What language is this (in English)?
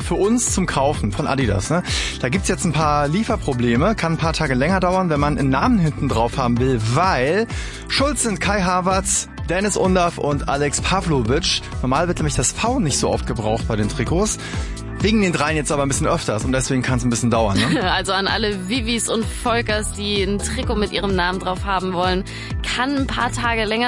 German